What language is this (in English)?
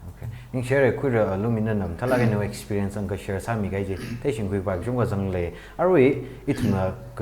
Tangkhul Naga (India)